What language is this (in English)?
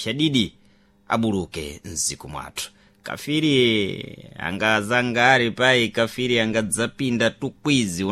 Sena